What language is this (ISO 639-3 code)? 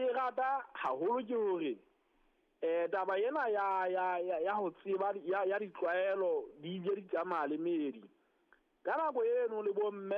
sot